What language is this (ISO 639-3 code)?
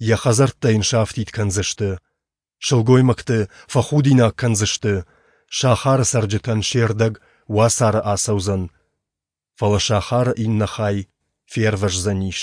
oss